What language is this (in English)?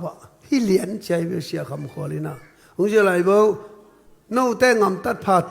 Tedim Chin